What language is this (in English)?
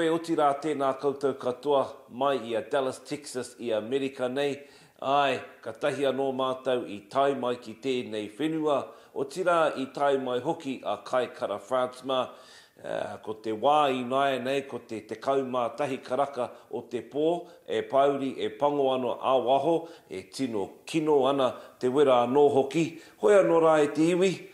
Māori